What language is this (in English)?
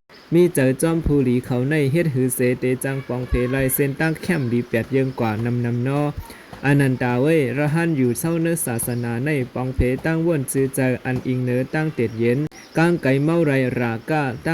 Shan